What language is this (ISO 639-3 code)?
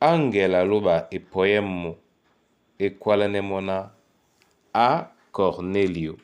dua